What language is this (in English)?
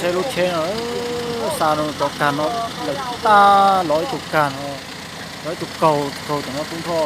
Hmong